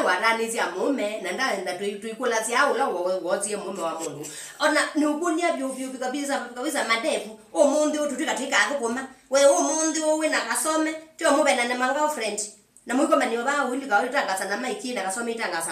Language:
Kamba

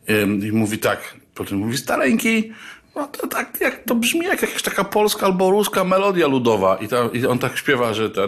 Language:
Polish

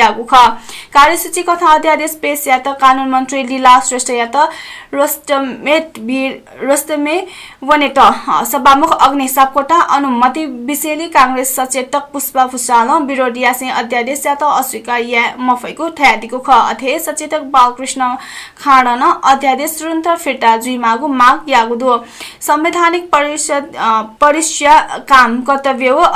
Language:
Newari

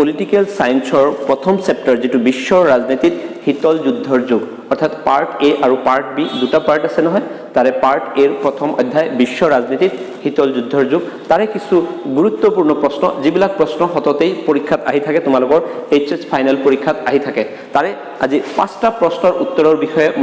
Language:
Assamese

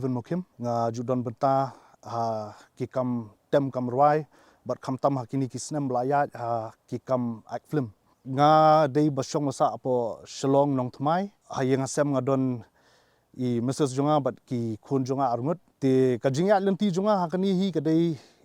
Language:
Khasi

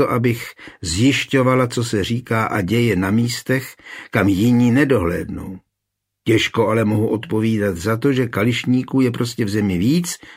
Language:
Czech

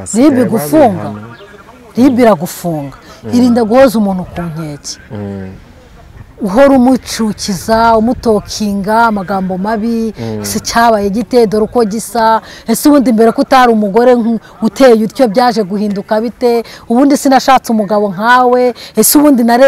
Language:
Kinyarwanda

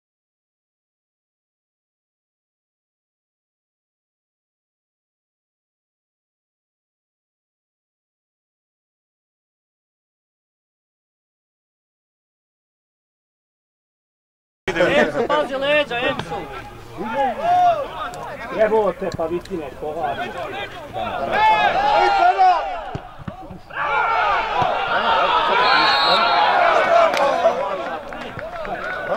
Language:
Croatian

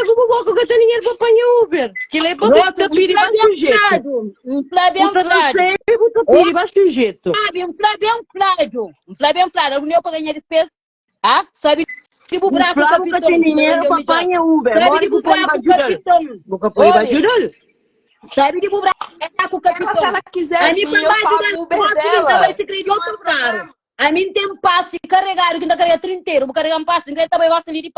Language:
Kabuverdianu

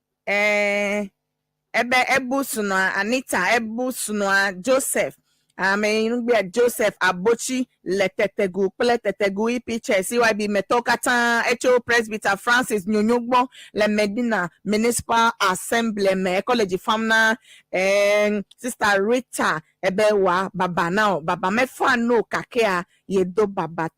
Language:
Ewe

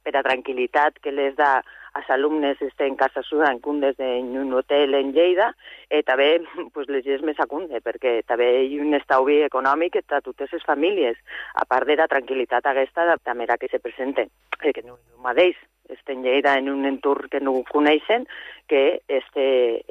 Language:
Catalan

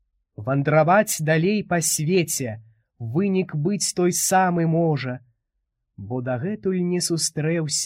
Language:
Belarusian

